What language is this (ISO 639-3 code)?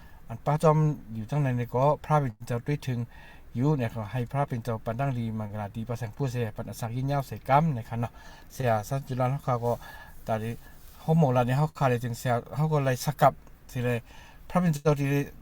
shn